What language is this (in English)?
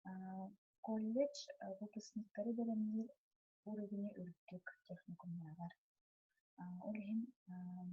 Yakut